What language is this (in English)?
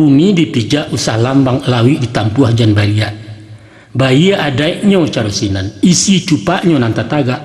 Minangkabau